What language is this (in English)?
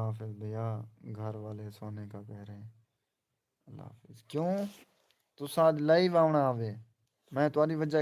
Saraiki